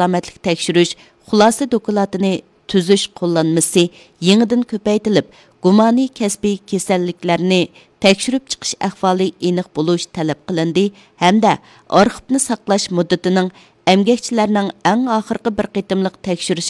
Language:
Uyghur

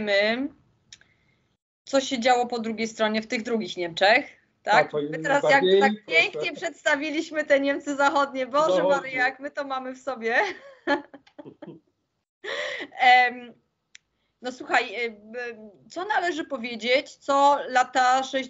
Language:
Polish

